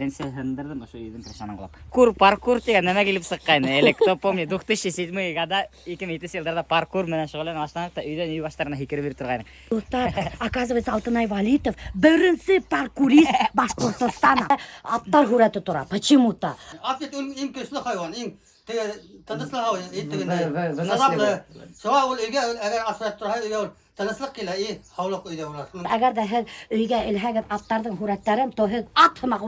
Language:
Bashkir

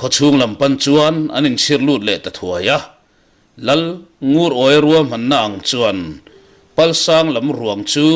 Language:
Mizo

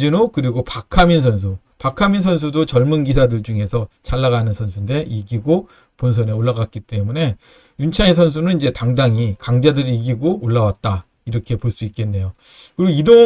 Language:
Korean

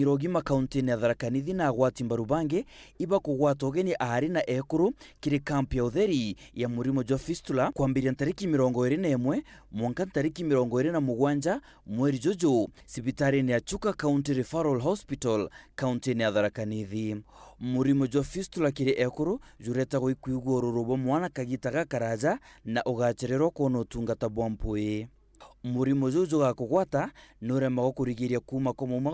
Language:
Meru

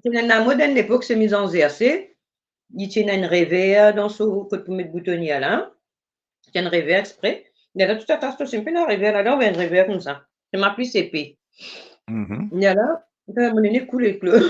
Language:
Morisyen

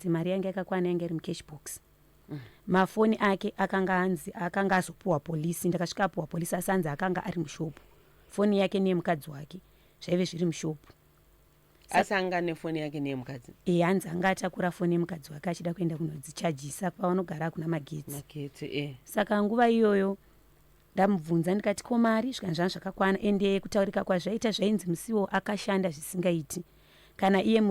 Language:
Shona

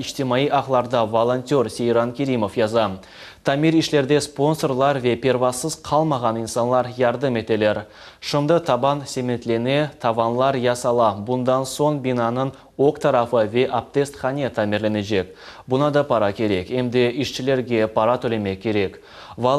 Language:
Crimean Tatar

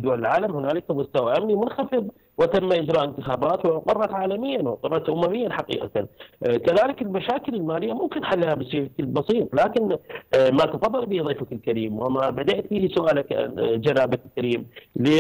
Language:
Arabic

